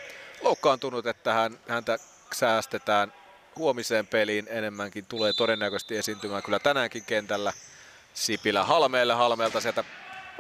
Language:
Finnish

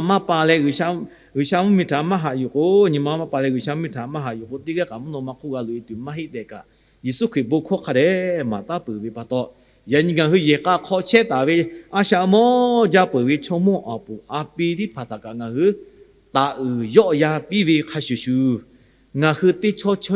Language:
Lahu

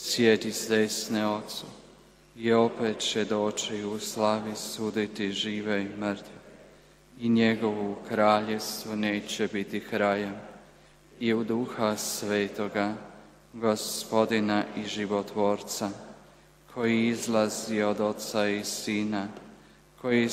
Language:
Croatian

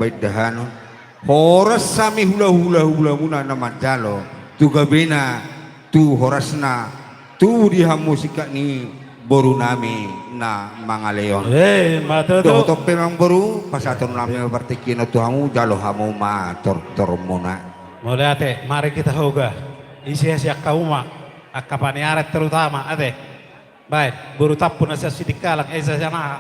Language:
Batak Toba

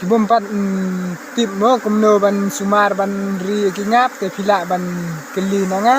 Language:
Khasi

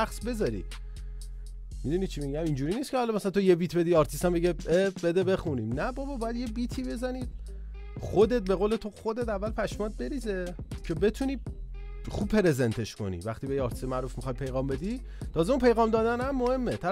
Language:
Persian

